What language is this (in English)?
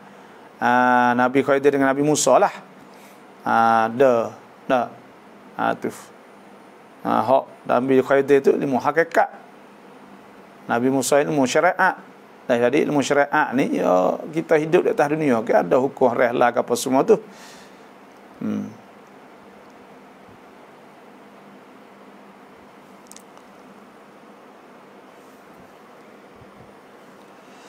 Malay